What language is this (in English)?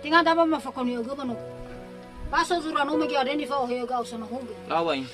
Nias